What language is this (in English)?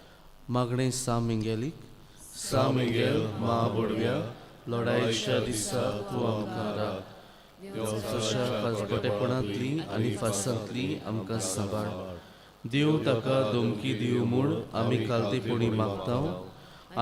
Konkani